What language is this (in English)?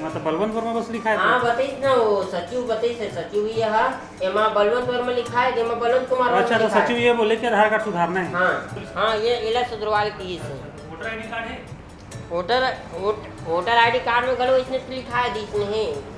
Chhattisgarhi